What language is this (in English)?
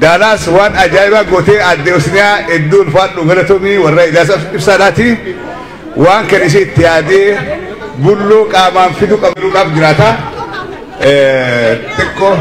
Oromo